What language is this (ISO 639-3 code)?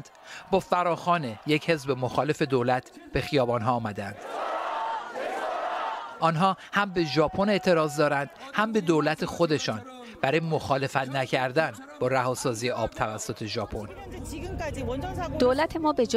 fas